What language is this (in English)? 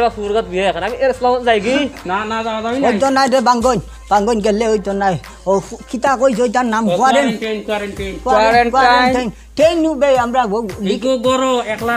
Sylheti